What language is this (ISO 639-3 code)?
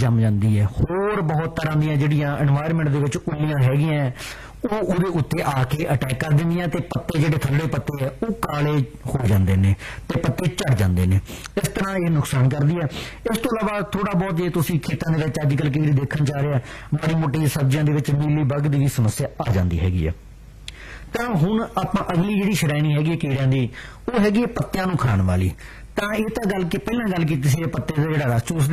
pan